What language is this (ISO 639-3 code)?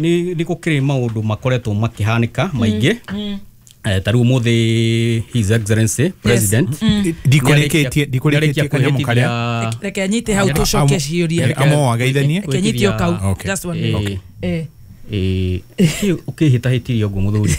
kik